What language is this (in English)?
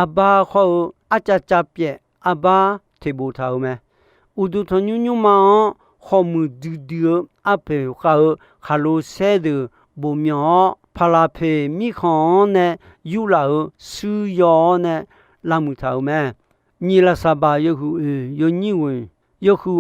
Akha